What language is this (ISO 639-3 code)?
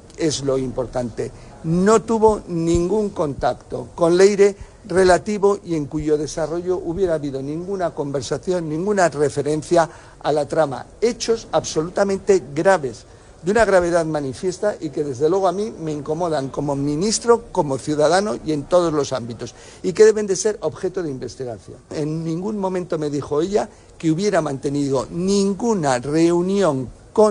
spa